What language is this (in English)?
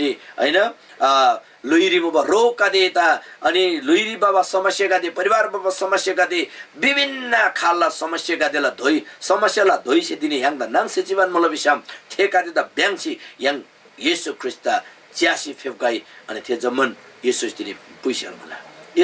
Eastern Tamang